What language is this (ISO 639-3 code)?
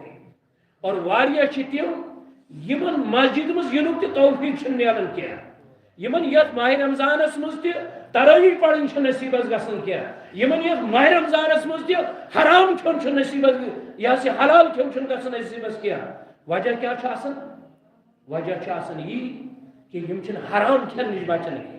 kas